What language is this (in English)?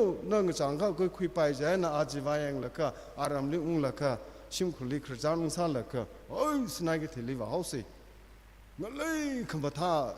Tangkhul Naga (India)